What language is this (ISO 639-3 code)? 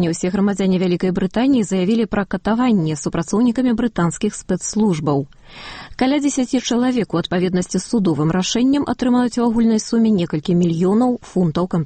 bel